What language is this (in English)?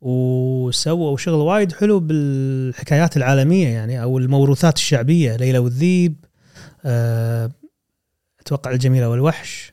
Gulf Arabic